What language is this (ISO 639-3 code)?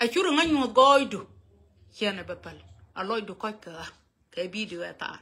nus